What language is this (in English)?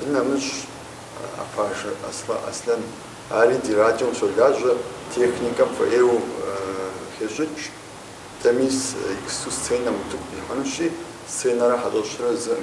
Kabardian